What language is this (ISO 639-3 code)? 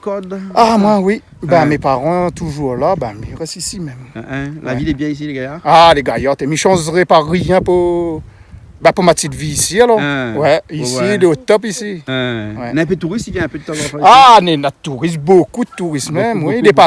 rcf